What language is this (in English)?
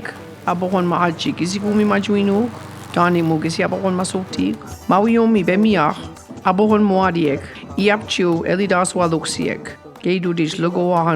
Mi'kmaw